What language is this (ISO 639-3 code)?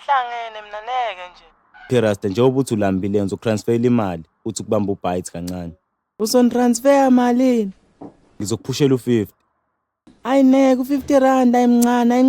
zul